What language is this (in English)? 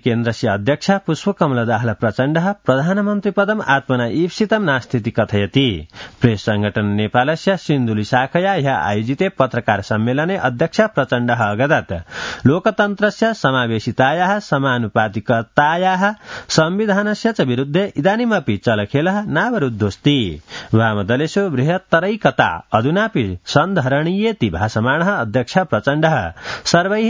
Sanskrit